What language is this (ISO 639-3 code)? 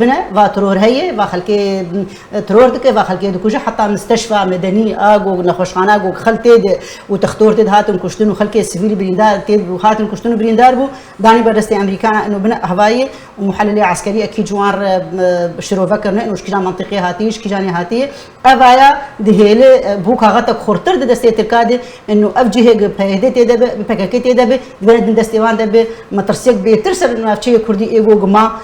kur